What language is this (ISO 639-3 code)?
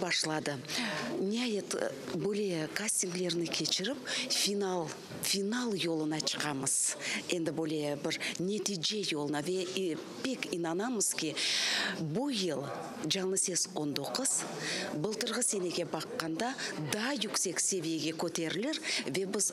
crh